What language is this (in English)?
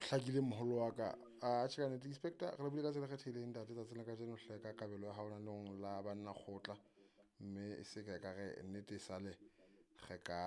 Southern Sotho